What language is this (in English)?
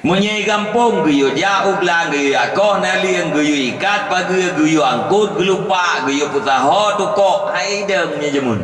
Achinese